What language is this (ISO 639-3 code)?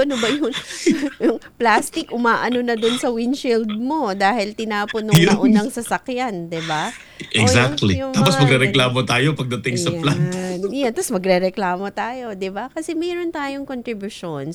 fil